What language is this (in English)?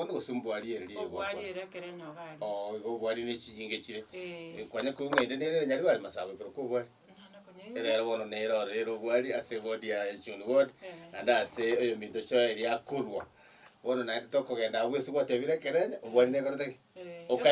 Gusii